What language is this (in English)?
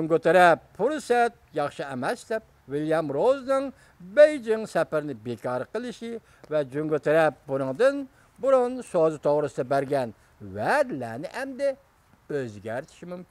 Uyghur